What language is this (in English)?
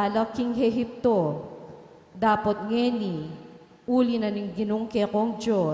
Pampanga